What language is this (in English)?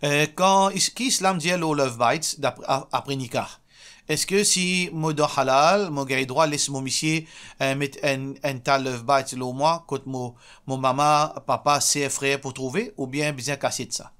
Morisyen